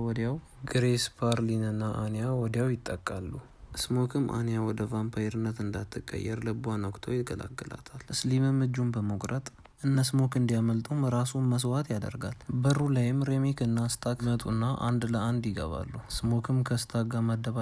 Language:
Amharic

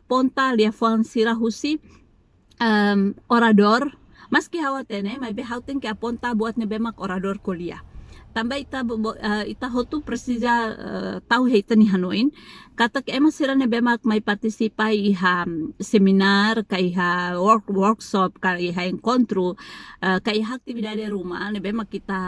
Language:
Tetum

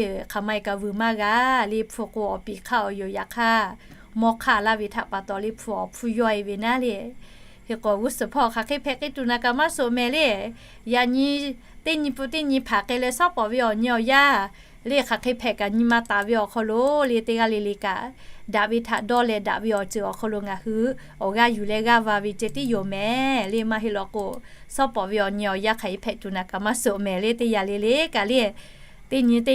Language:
Lahu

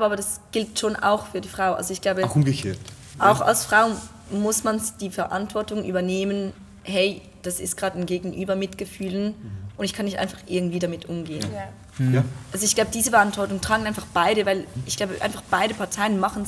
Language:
Swiss German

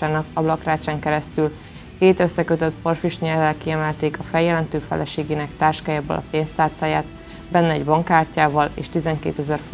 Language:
Hungarian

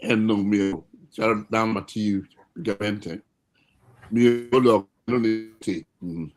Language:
Acoli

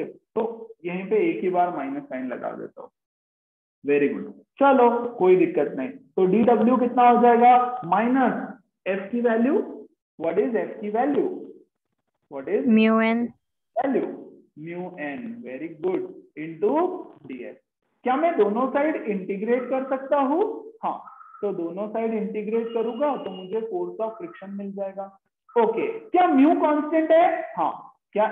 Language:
Hindi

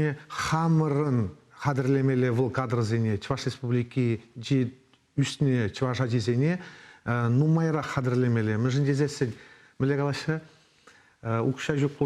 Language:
Chuvash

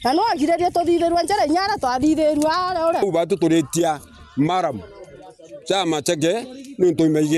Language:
Meru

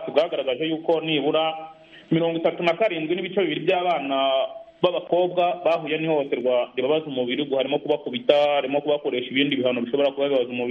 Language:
Kinyarwanda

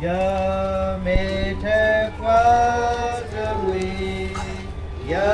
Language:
S'gaw Karen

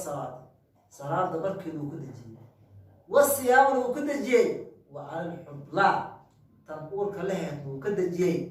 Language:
Somali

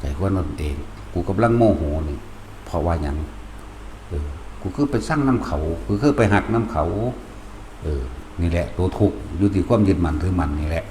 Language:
Lao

